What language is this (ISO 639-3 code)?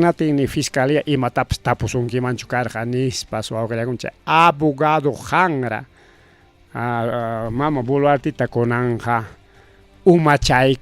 quy